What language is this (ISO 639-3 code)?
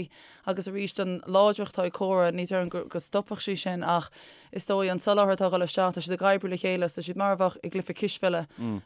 gle